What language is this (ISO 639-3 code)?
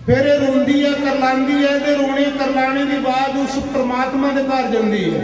doi